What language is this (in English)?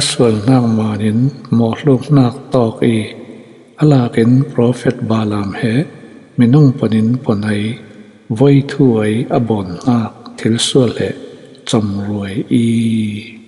Falam Chin